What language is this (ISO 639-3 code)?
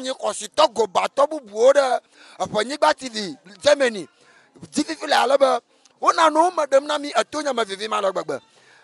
ewe